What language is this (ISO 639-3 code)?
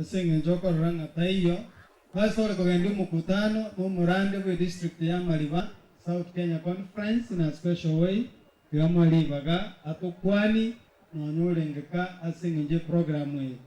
guz